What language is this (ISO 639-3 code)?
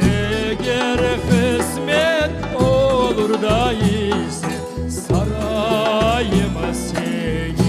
crh